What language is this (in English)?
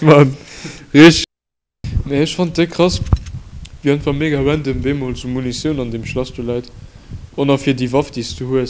Luxembourgish